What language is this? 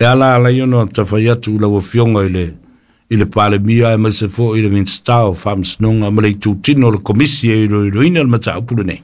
Samoan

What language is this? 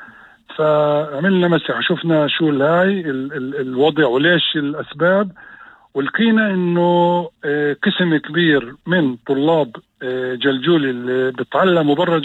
North Levantine Arabic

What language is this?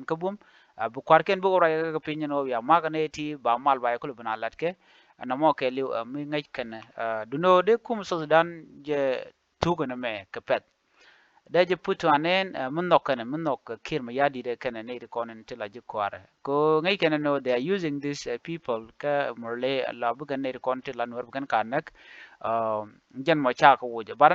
Nuer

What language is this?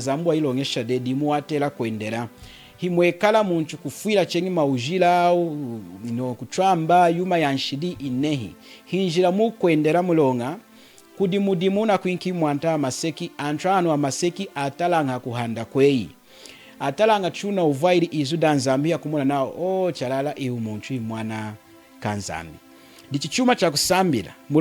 Lunda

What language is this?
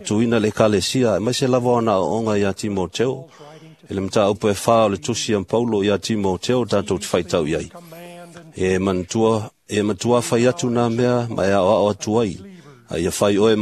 Samoan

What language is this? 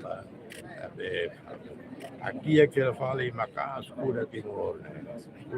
Tetum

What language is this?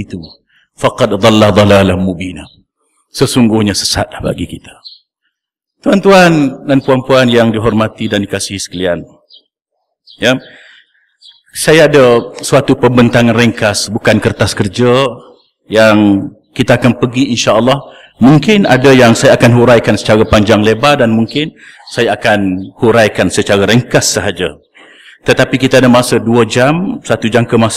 Malay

